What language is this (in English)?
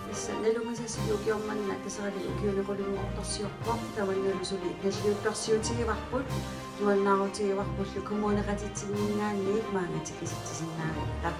Kalaallisut